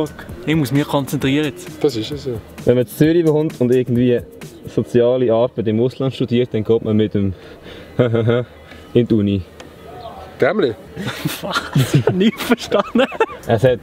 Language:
Swiss German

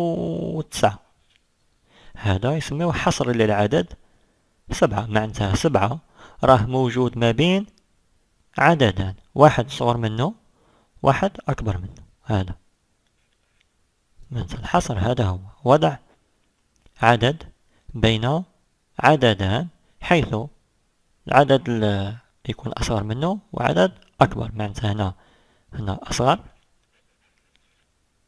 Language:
Algerian Arabic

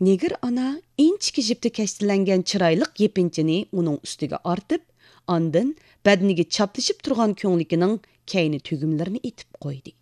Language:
Uyghur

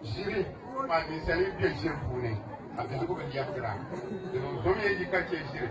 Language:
Dagbani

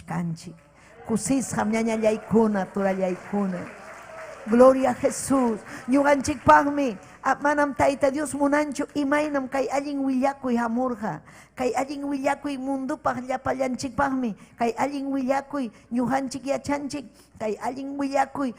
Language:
Ayacucho Quechua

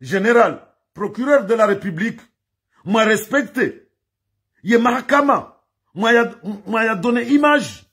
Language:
Ngazidja Comorian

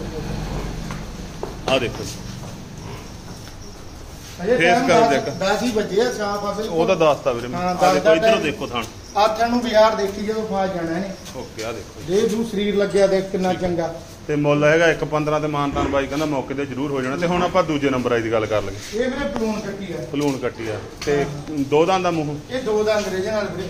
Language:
Punjabi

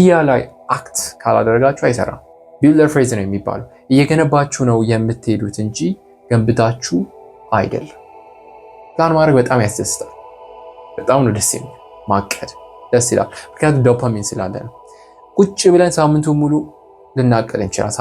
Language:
Amharic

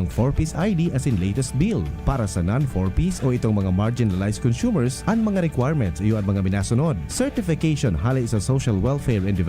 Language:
Bikol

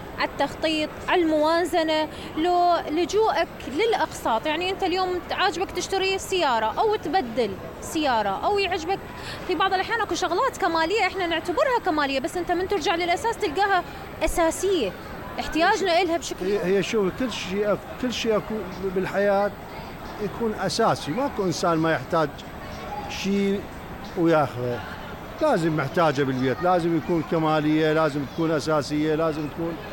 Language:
Mesopotamian Arabic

